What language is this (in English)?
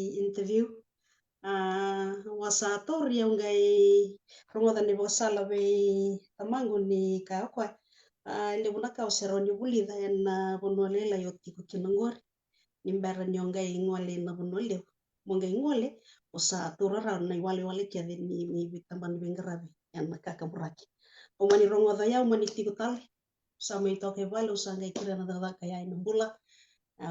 Fijian